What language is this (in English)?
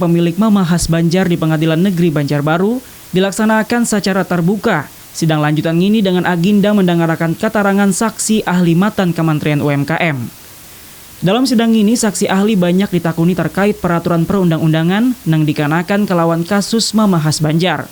Banjar